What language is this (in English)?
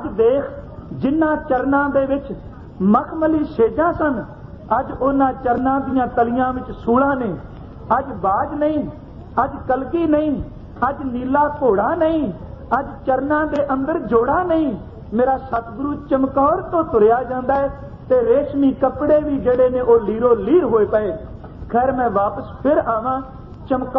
Punjabi